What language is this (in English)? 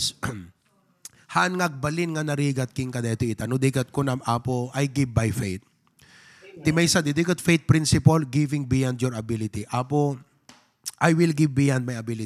Iloko